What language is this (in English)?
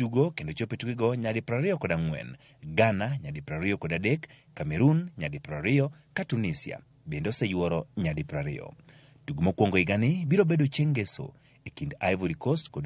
Luo (Kenya and Tanzania)